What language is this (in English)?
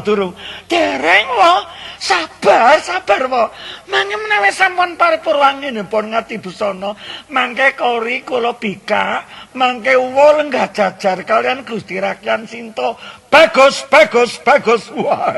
Javanese